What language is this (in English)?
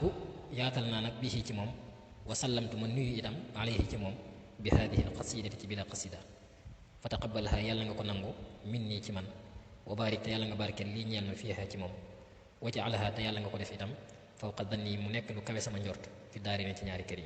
Wolof